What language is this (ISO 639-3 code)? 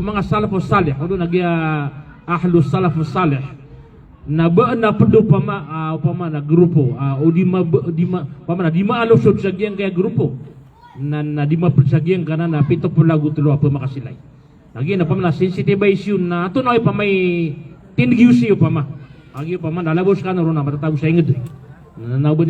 mrw